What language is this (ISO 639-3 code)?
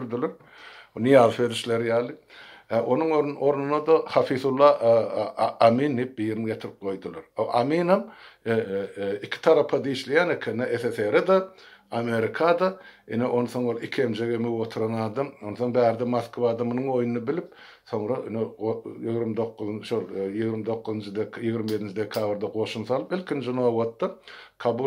tuk